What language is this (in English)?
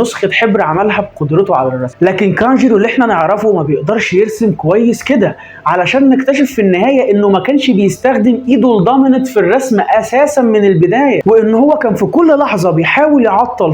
Egyptian Arabic